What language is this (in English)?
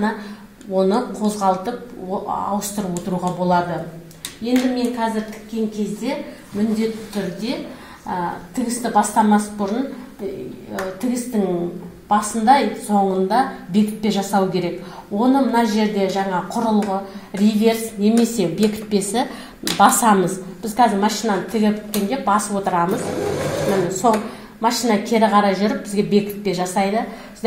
Kazakh